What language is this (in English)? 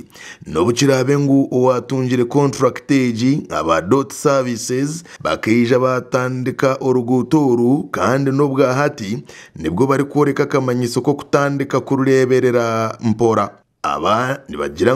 Nyankole